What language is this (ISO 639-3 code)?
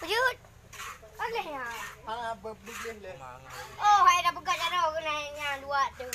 ace